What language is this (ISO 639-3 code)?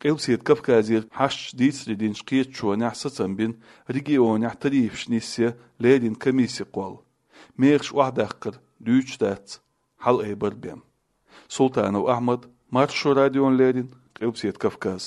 che